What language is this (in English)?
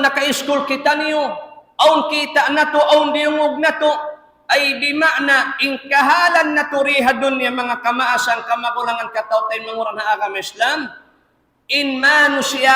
Tausug